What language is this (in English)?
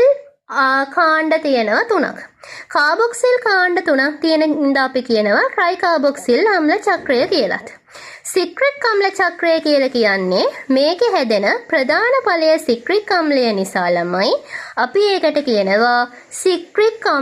Sinhala